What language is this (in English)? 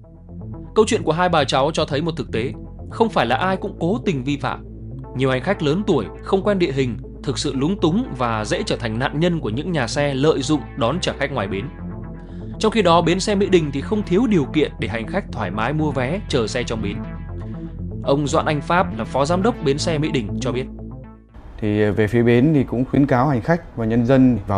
Vietnamese